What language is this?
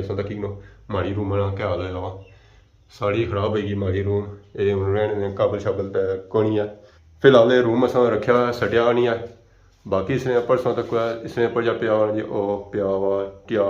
Pahari-Potwari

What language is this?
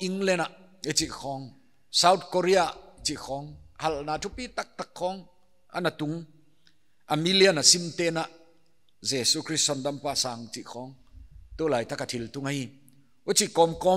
Paite Chin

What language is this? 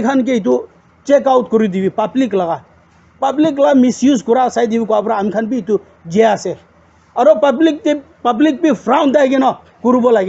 Naga Pidgin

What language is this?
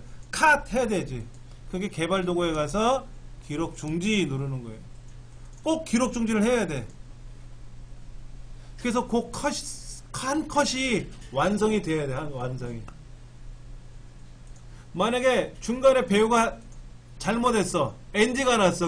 Korean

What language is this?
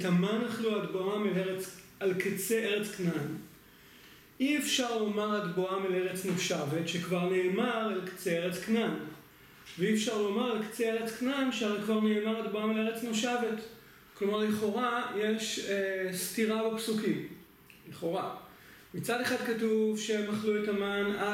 Hebrew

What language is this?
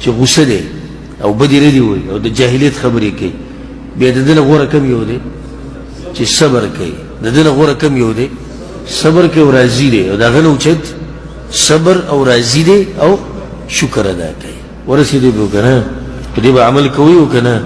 Pashto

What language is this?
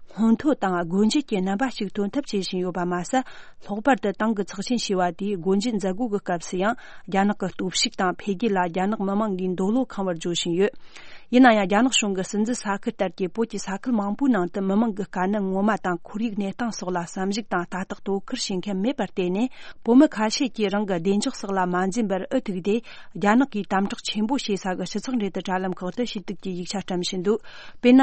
Tibetan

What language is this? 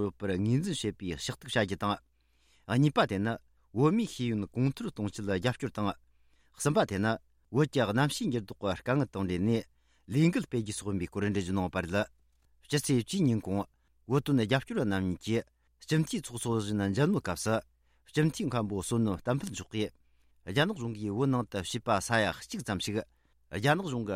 Tibetan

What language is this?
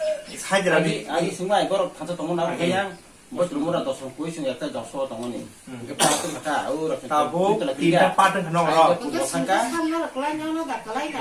Kok Borok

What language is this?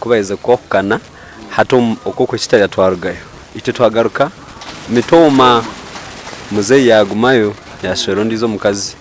Nyankole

